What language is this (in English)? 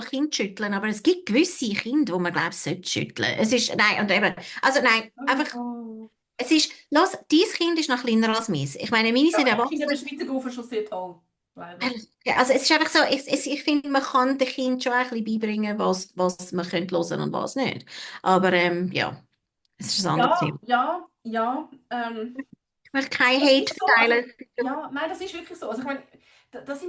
Swiss German